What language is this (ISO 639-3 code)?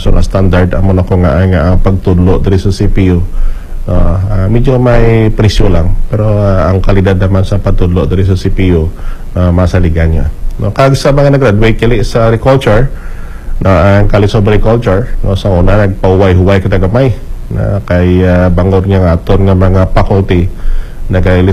hil